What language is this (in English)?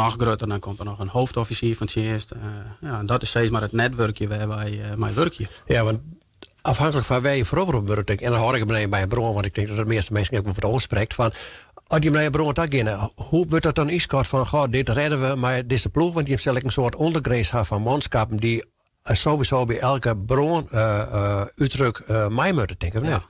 Western Frisian